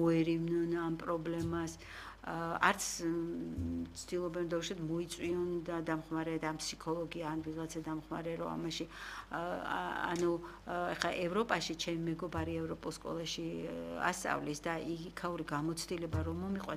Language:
Georgian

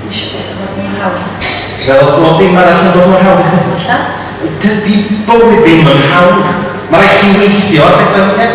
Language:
Welsh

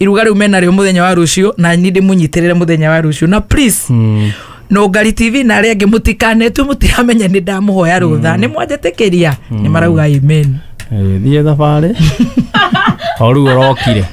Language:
Kikuyu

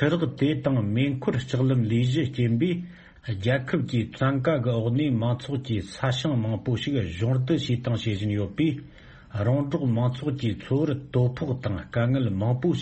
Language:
Tibetan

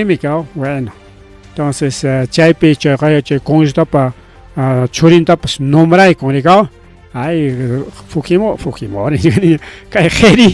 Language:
Ayacucho Quechua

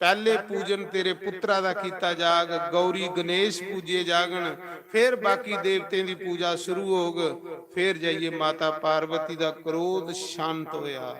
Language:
Dogri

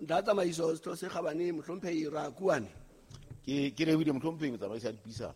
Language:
Southern Sotho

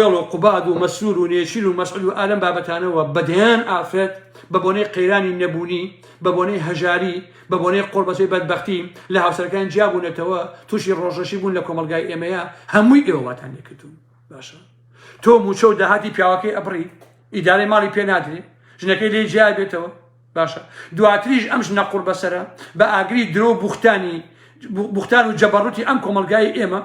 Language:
Central Kurdish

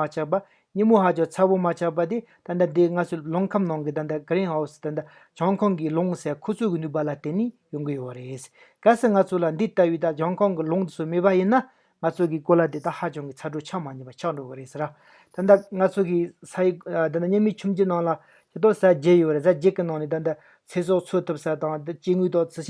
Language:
Tibetan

